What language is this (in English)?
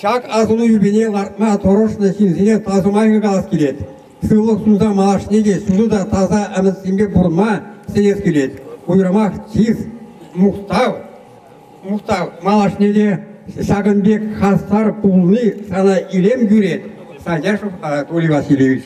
Chuvash